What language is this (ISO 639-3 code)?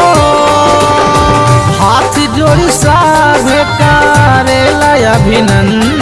bho